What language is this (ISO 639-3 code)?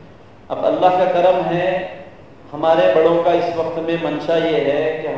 urd